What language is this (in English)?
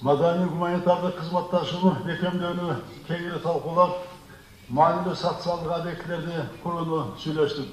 Kyrgyz